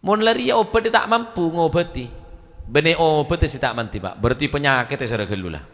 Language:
Madurese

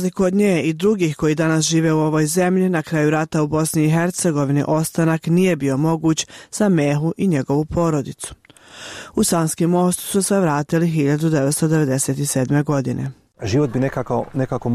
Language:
Bosnian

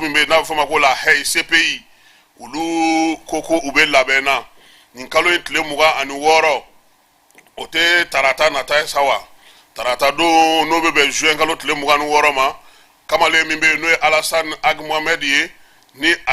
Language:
Bambara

